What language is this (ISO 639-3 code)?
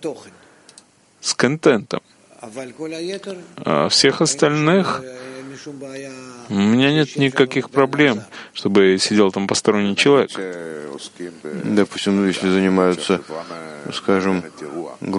rus